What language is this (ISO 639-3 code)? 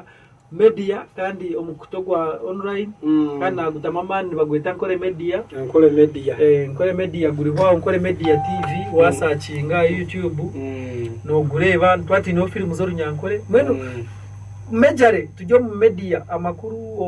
nyn